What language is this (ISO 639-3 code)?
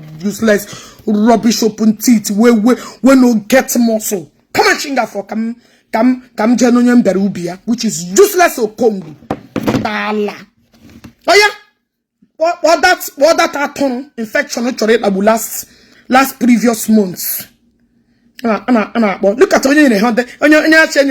ibo